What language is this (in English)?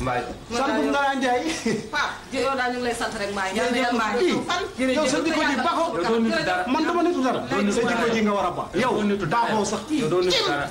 Wolof